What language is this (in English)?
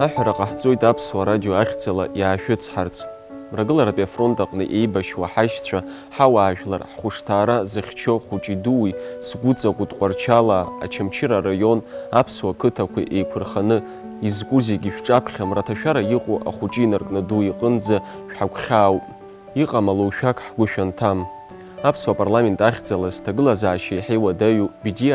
Abkhazian